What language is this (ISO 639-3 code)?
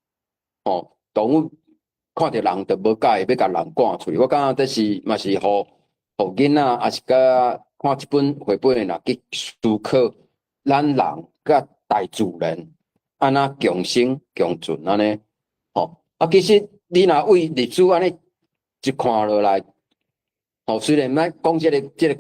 nan